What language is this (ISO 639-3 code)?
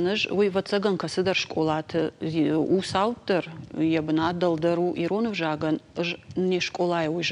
oss